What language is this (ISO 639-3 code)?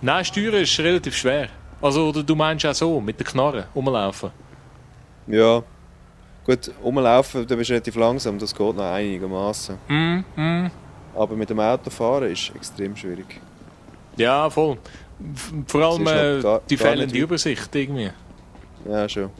gsw